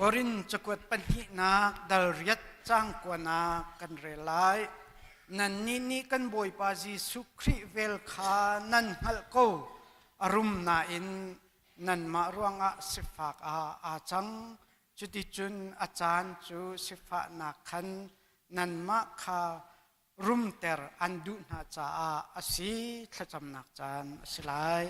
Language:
Hakha Chin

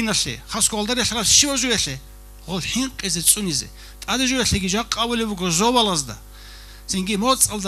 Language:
Avaric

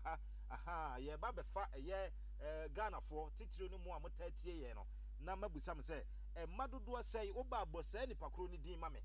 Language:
Akan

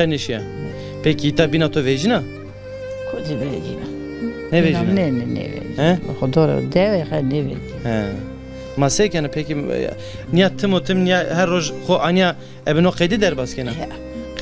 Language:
Zaza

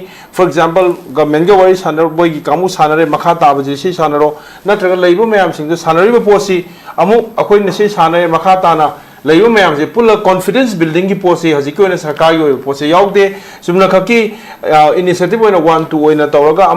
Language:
Manipuri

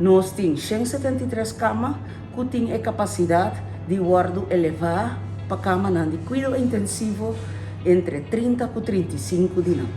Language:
Papiamento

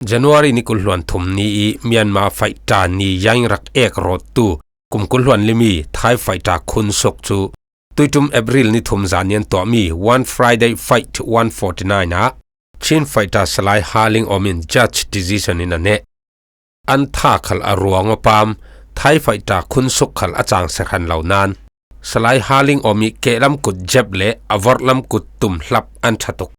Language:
Falam Chin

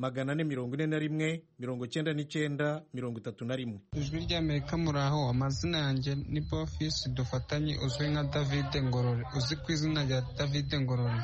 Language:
Kinyarwanda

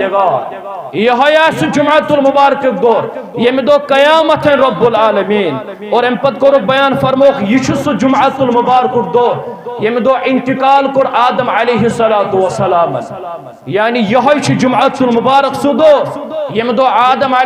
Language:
Kashmiri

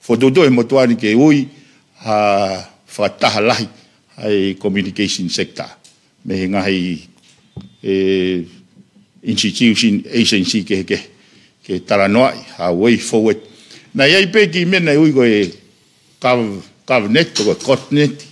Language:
Tongan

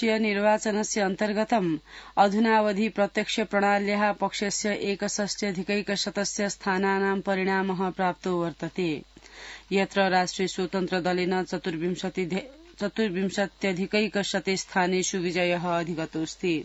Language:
Sanskrit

